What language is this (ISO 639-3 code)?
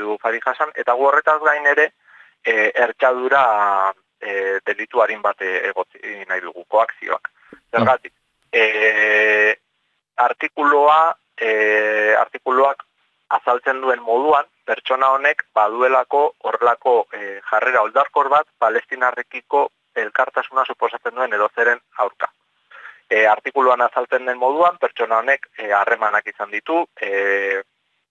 eus